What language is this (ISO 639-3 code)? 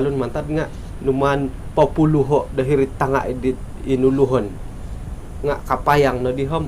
dtp